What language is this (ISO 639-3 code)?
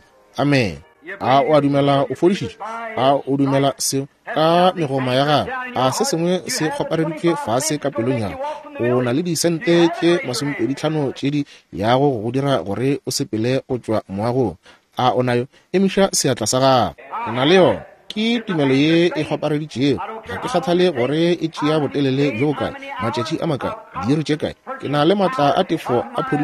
nso